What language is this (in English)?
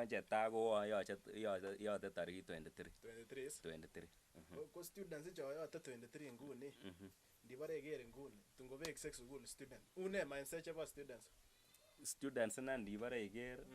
Kalenjin